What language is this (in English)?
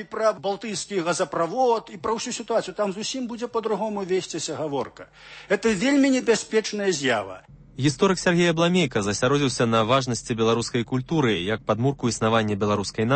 Belarusian